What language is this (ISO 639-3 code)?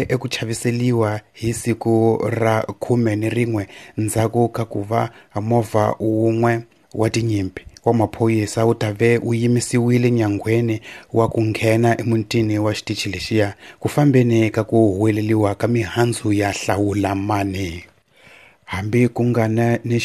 tso